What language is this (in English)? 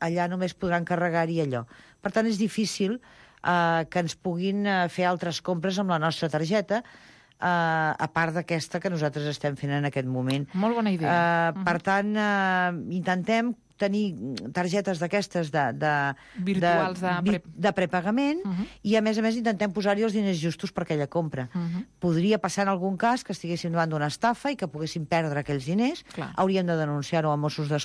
Catalan